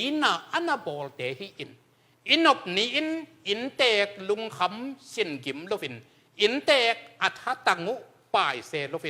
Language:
Tedim Chin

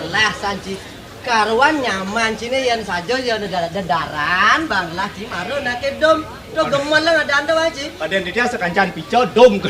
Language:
Balinese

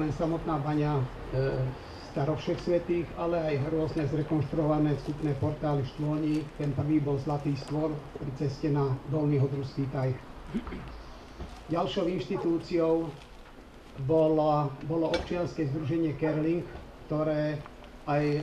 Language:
Slovak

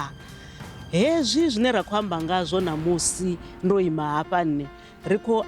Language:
Venda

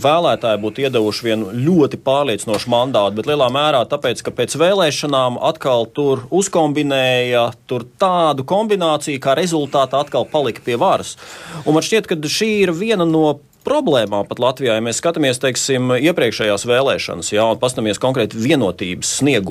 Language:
Latvian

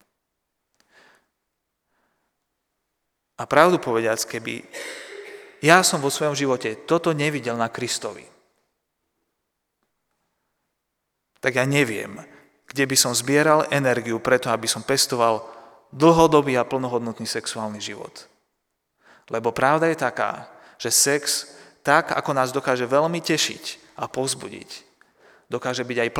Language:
Slovak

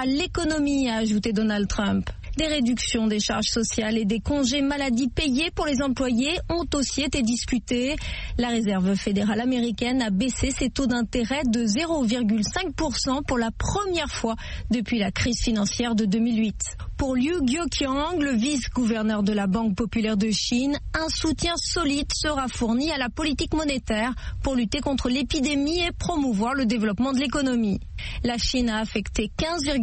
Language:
French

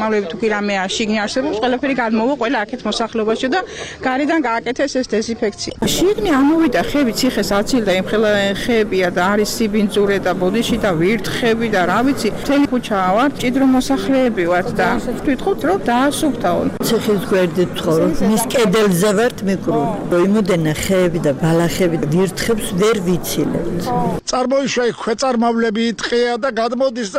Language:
Georgian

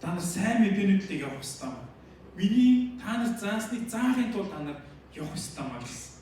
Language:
Mongolian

